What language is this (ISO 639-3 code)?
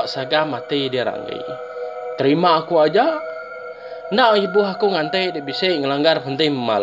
iba